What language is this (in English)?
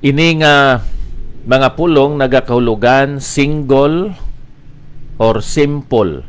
Hiligaynon